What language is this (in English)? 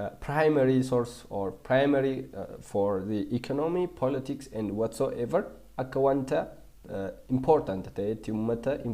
Oromo